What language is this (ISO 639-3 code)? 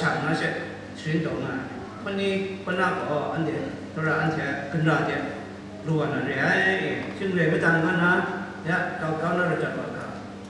kac